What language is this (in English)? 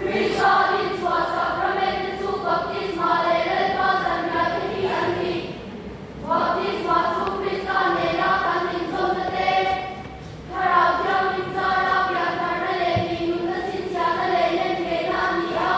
Mizo